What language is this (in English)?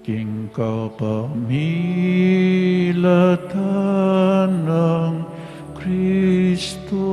Pampanga